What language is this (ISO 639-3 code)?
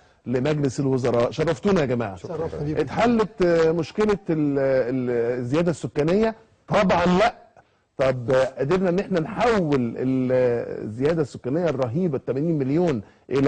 arz